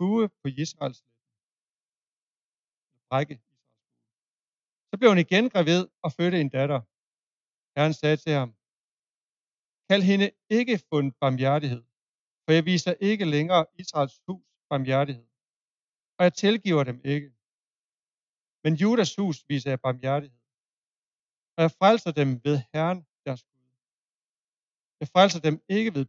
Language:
Danish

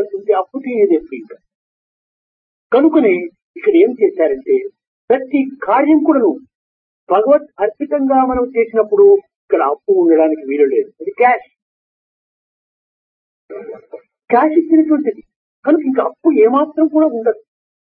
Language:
Telugu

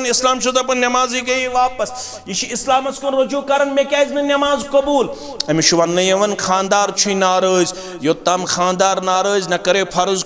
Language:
Kashmiri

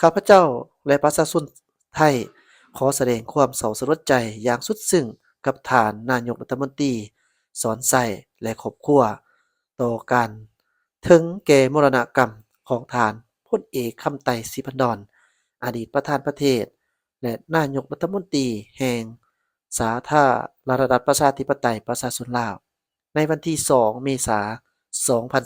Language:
Lao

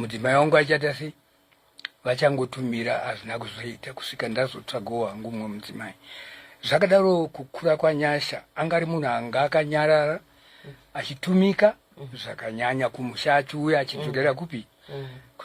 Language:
Shona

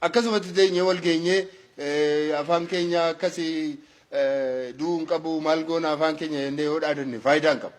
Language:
Oromo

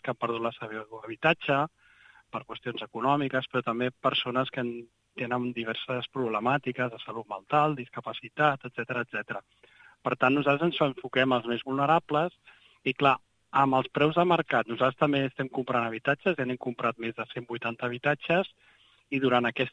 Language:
Catalan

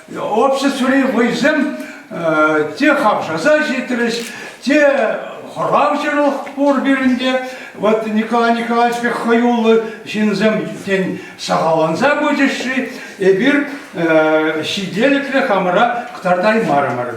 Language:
Chuvash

